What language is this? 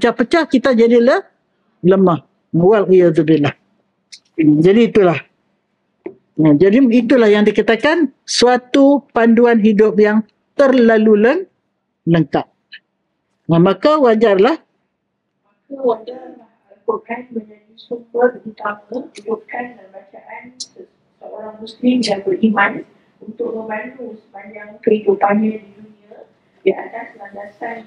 Malay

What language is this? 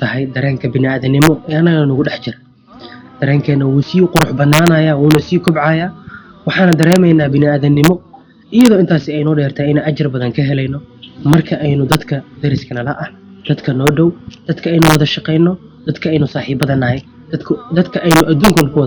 Somali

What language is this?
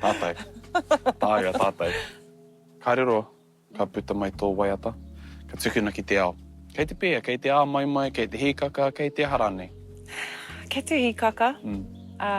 Māori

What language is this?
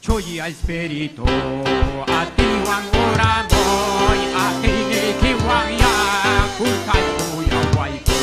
Ayacucho Quechua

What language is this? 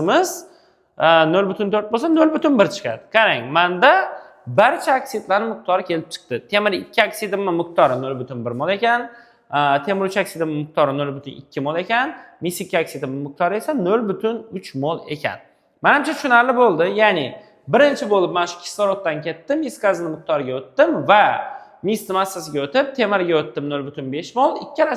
Uzbek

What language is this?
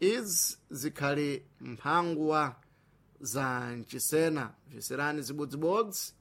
Sena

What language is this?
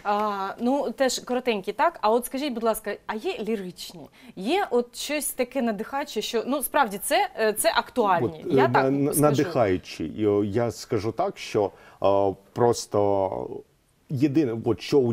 Ukrainian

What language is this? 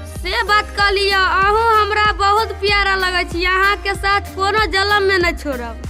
Maithili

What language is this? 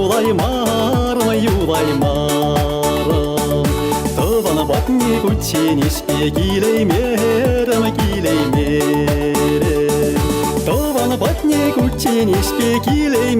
Chuvash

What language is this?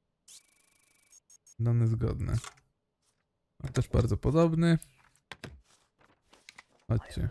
Polish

